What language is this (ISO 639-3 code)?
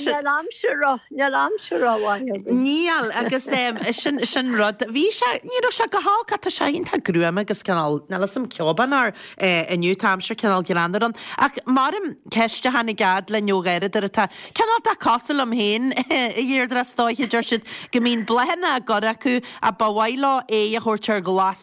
gle